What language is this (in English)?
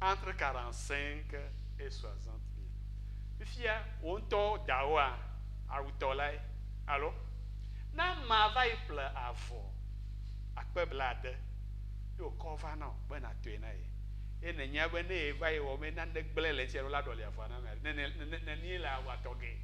Ewe